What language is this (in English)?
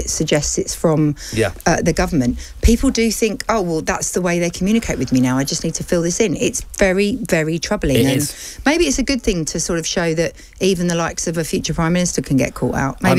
English